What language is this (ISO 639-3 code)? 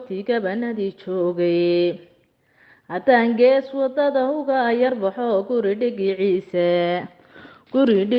som